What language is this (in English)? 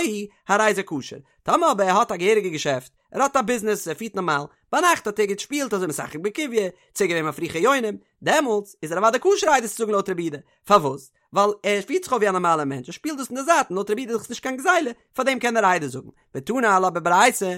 Yiddish